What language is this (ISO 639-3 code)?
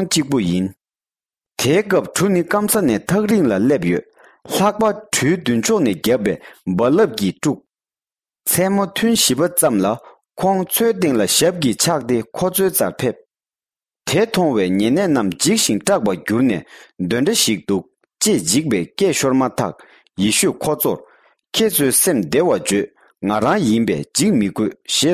bod